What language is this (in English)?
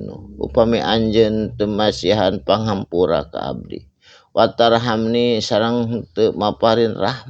Sundanese